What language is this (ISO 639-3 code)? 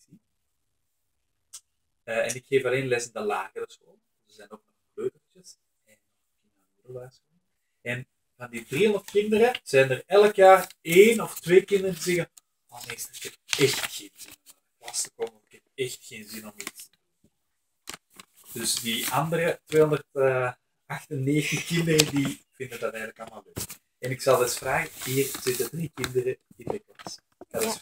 nld